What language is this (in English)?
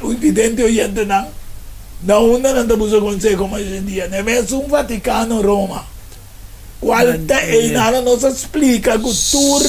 Papiamento